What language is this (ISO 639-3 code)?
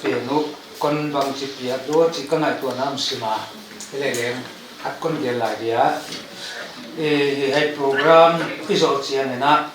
ctd